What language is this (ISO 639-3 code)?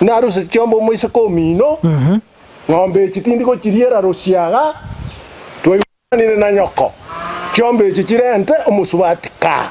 guz